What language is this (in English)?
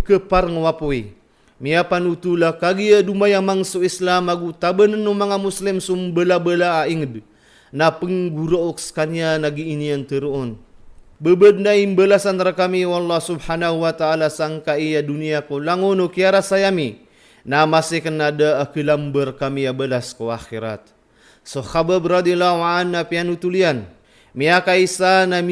Maranao